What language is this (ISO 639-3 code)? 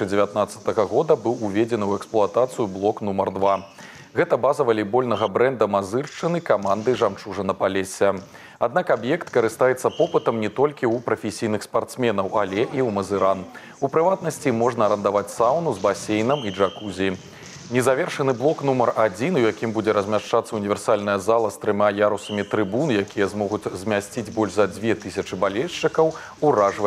bel